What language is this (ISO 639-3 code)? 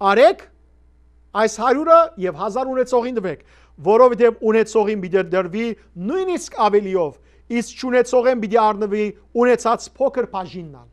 hyw